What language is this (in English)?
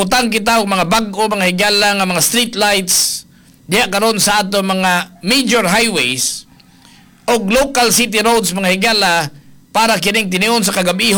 Cebuano